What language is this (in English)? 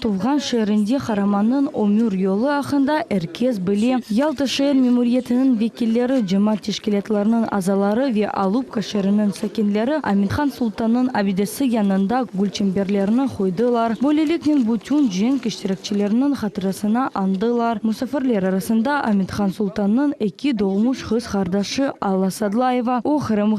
Crimean Tatar